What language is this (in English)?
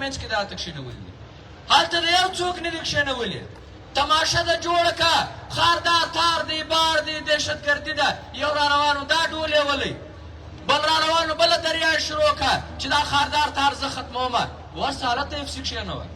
Pashto